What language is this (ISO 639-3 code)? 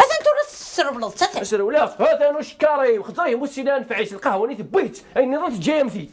kab